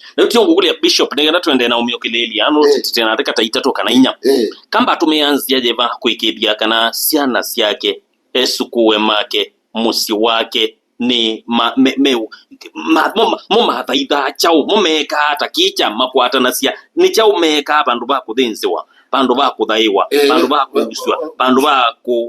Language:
Kamba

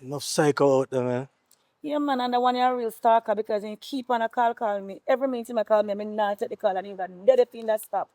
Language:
Jamaican Creole English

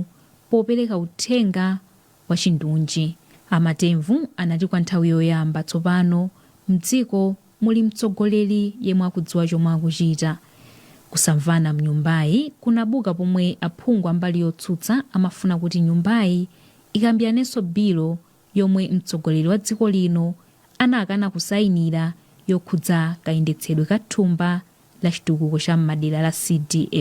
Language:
Nyanja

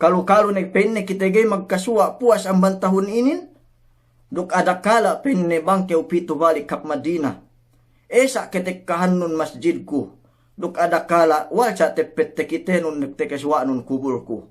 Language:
Yakan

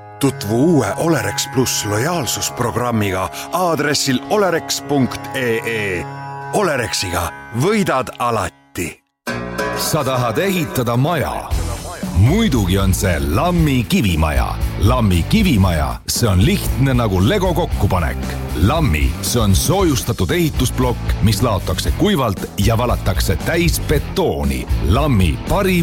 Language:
Estonian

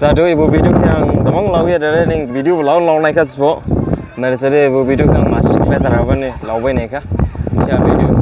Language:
Dimasa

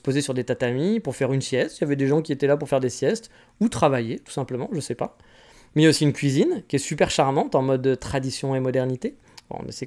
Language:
French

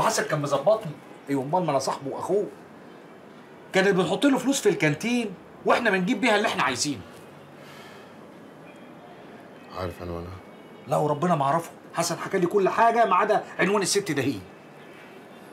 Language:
Egyptian Arabic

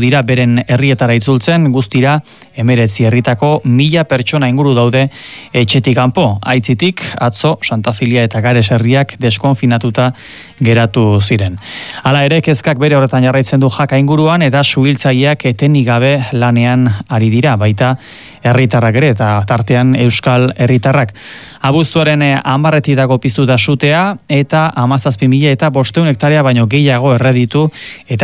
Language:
Basque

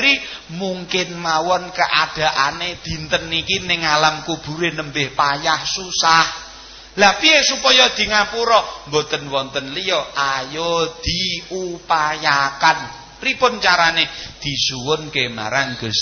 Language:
Javanese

